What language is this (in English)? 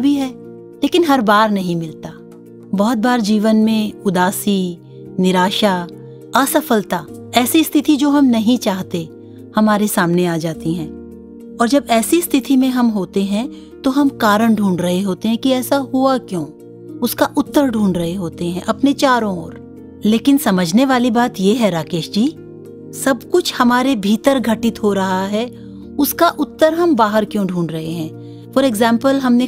Hindi